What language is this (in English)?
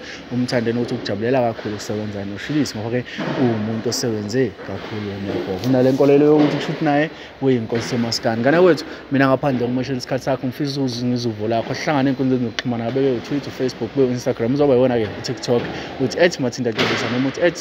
Zulu